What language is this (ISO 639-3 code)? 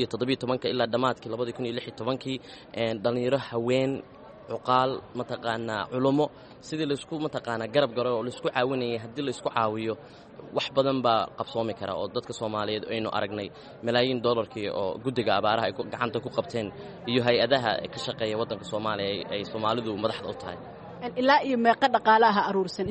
som